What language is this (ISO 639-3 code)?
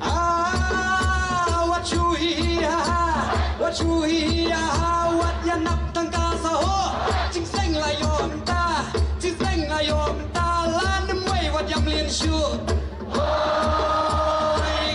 kha